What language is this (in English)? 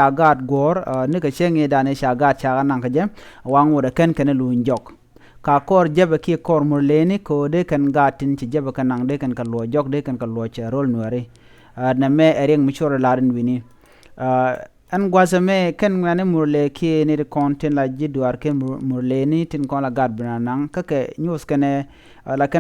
Nuer